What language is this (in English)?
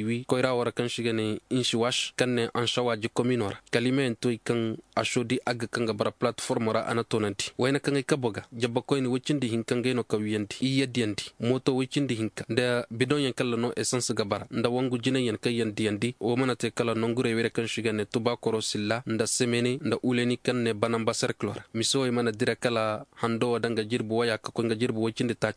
Koyraboro Senni